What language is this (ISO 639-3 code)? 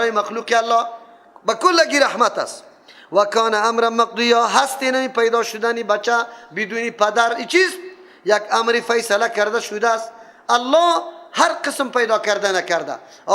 fas